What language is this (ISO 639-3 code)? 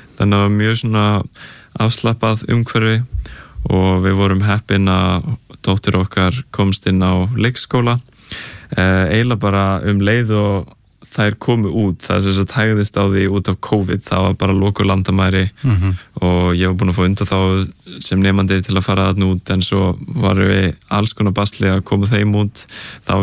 isl